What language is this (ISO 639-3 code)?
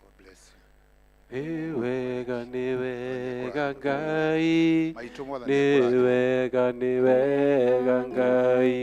kik